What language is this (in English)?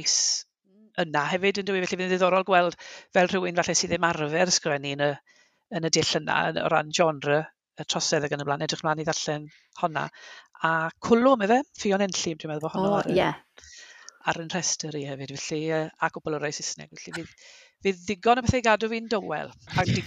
Welsh